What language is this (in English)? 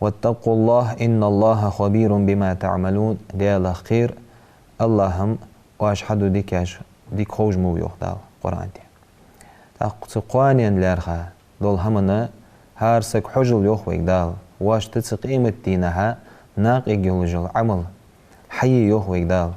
Ingush